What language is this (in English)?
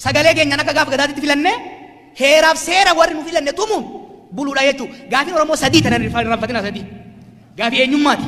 Oromo